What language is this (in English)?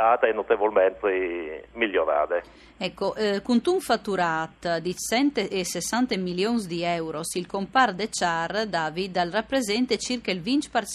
Friulian